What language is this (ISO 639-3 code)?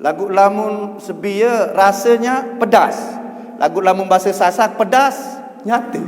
sas